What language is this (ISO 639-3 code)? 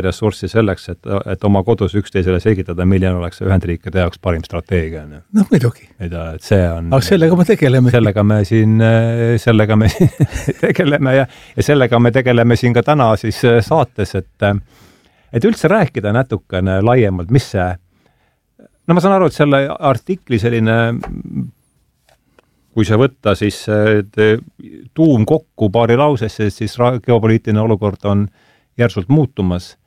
est